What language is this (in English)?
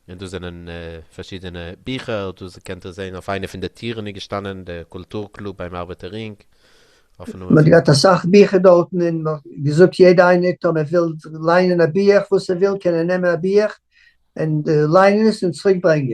Yiddish